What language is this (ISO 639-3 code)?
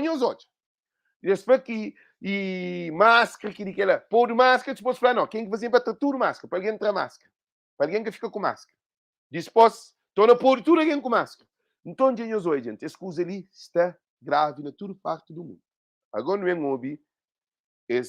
kea